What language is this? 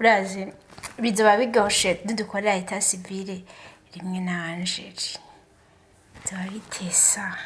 Rundi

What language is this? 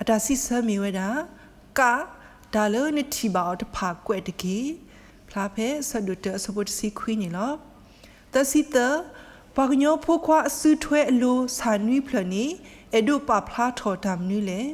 S'gaw Karen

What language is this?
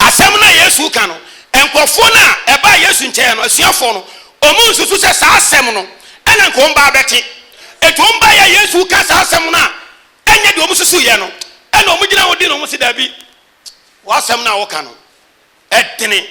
Akan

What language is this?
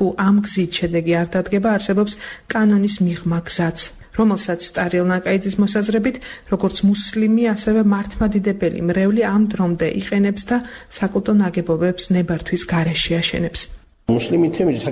Georgian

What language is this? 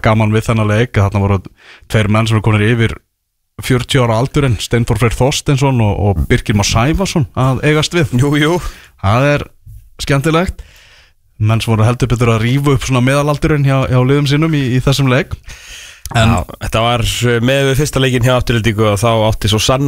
Icelandic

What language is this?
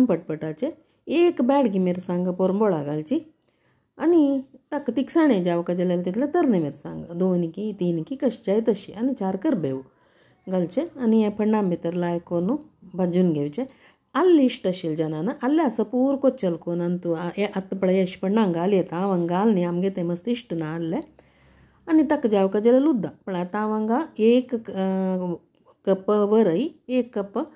Konkani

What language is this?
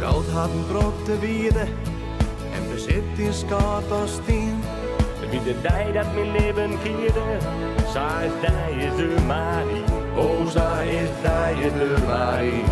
Western Frisian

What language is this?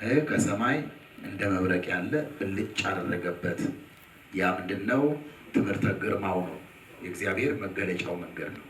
Amharic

